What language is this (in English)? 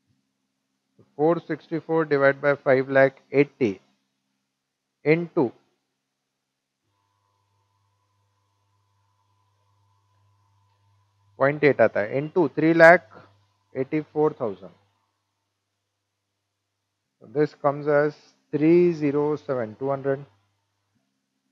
Hindi